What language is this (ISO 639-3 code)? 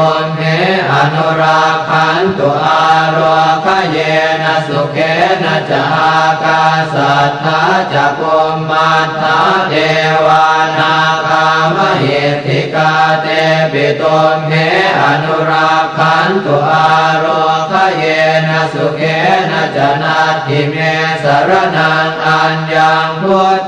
pli